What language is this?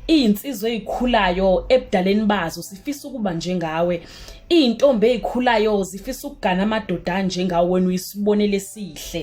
Zulu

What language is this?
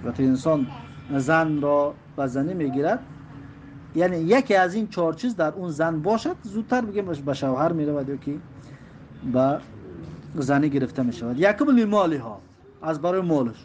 Tajik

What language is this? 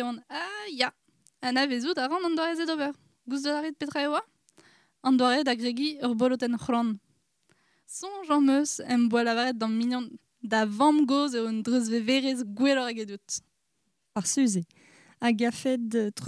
Breton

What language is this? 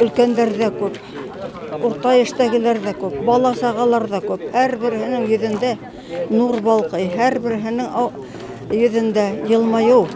Bashkir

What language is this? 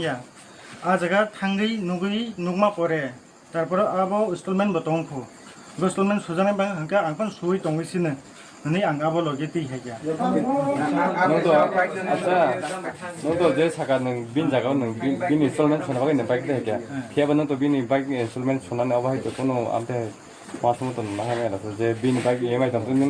Kok Borok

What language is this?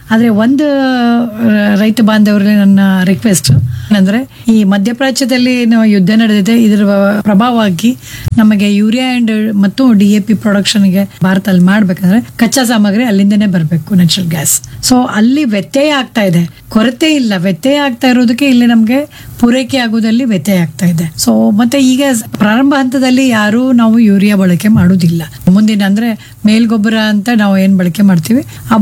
Kannada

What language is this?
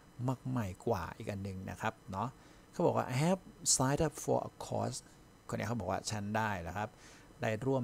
Thai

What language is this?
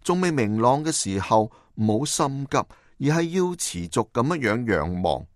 Cantonese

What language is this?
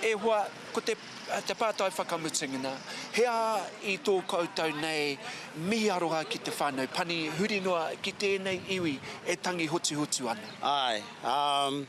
Māori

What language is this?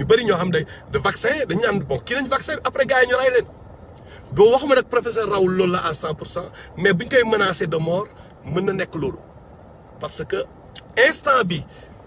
Wolof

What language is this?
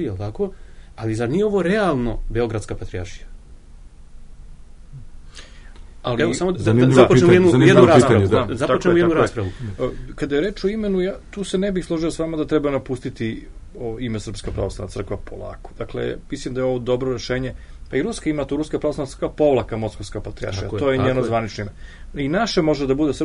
Serbian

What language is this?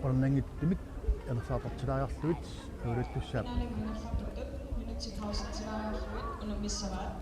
Kalaallisut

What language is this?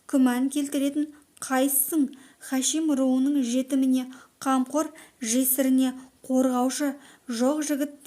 Kazakh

